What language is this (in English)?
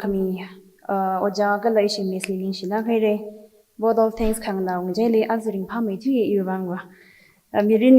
Tangkhul Naga (India)